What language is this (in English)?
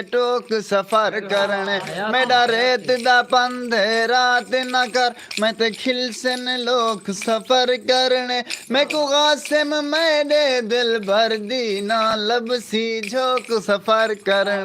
Saraiki